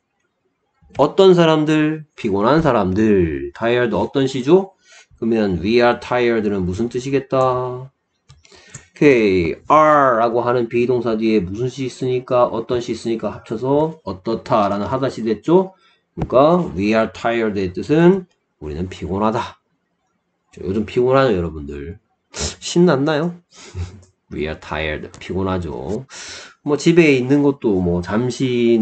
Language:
Korean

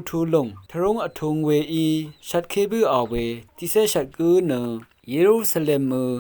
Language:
Rawang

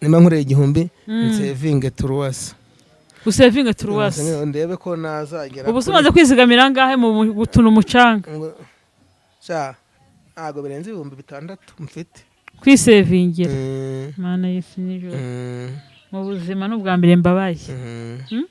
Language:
Kinyarwanda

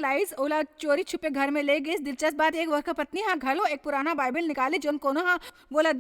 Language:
Chhattisgarhi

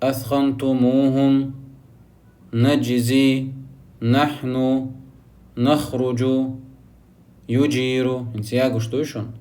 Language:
Chechen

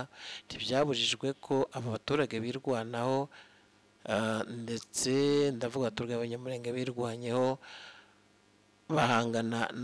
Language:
Kinyarwanda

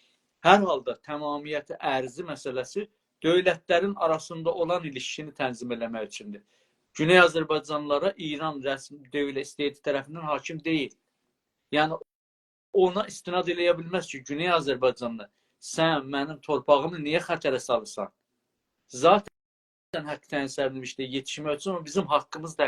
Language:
South Azerbaijani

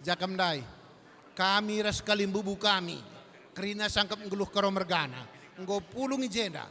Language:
Batak Karo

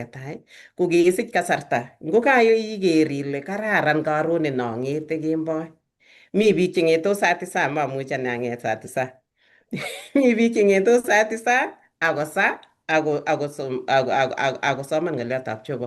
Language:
Kalenjin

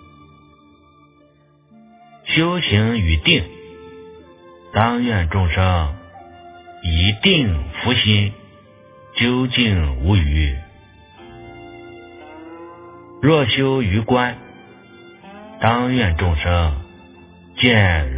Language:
Chinese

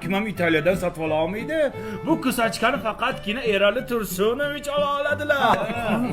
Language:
Uzbek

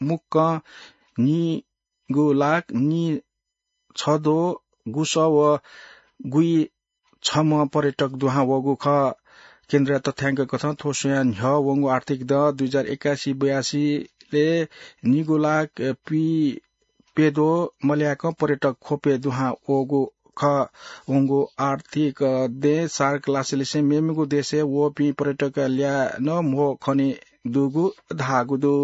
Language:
Newari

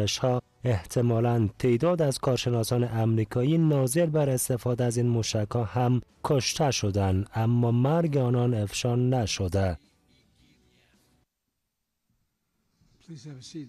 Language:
Persian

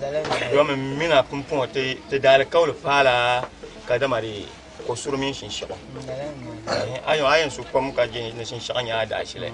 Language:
Dagbani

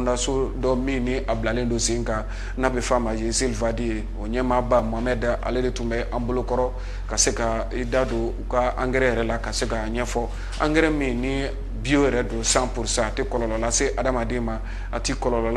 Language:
Bambara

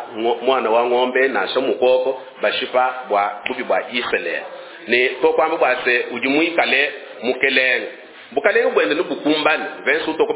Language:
Luba-Lulua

